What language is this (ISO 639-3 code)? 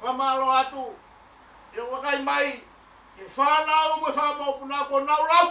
ton